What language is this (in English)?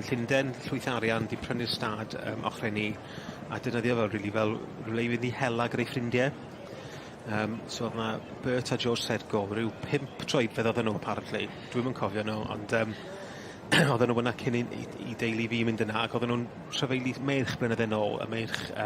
Welsh